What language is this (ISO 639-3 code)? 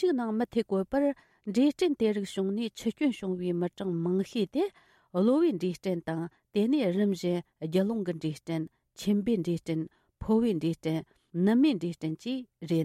bod